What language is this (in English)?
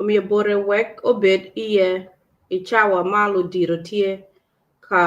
Acoli